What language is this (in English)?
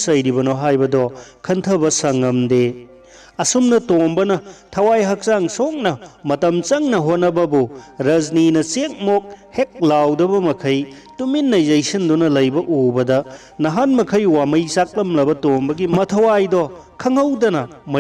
Manipuri